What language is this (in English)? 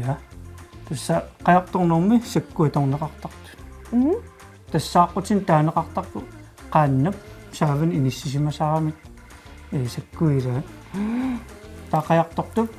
Kalaallisut